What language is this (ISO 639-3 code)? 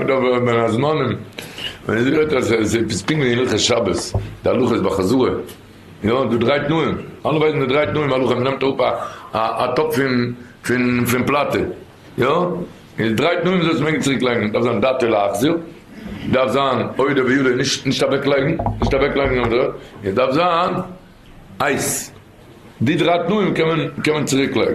yid